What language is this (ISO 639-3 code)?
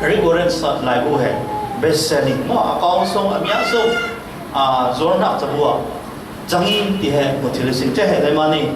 cfm